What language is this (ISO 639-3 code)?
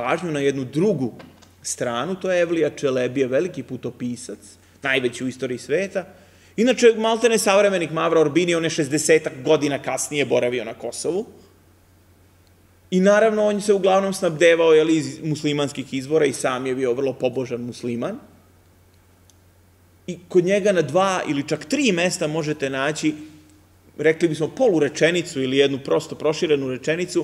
srp